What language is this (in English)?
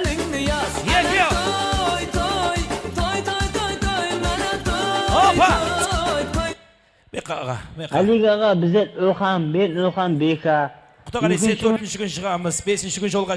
Kara-Kalpak